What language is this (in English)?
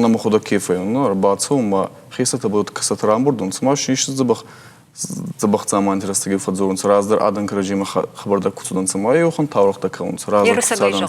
Ossetic